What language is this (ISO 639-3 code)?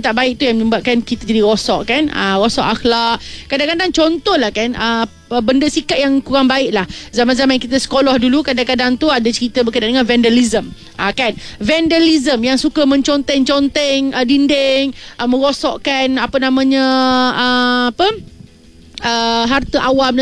msa